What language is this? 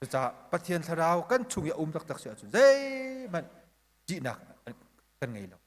Hakha Chin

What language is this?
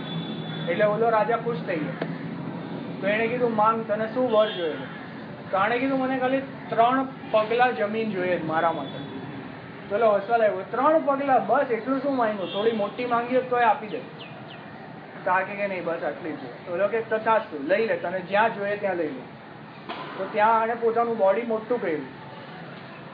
Gujarati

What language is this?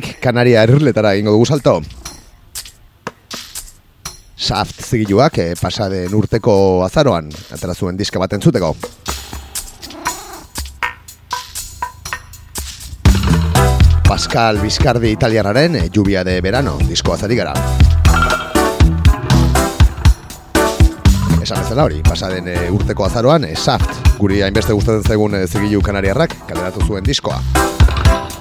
Basque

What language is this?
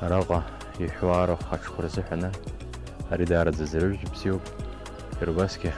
Abkhazian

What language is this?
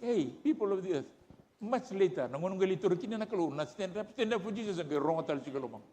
Fijian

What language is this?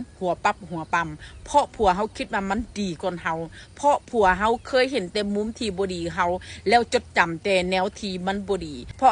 Northeastern Thai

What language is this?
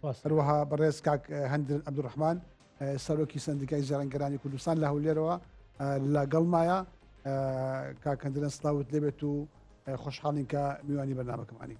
Central Kurdish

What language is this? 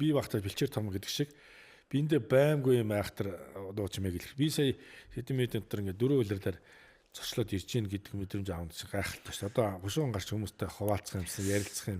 Mongolian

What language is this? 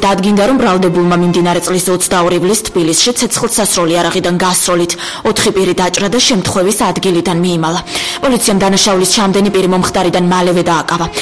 Georgian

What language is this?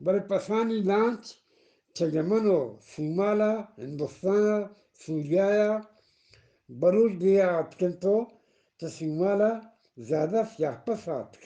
Eastern Balochi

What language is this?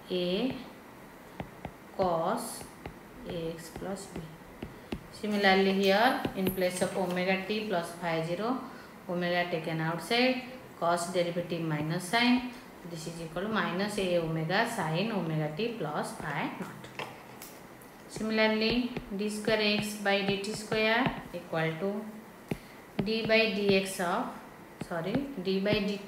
English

